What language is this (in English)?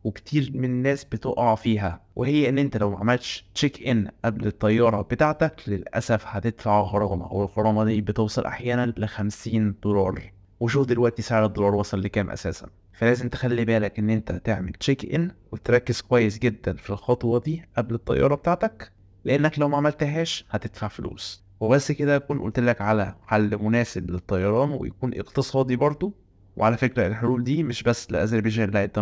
Egyptian Arabic